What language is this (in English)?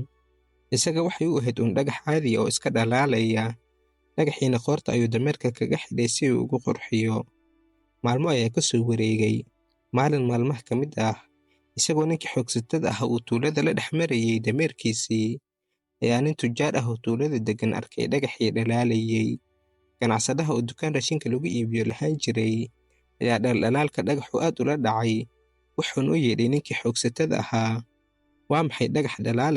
Somali